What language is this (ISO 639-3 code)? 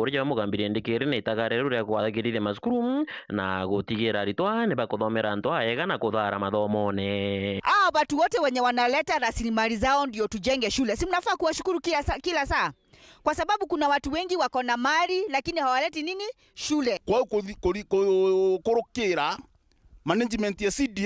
mer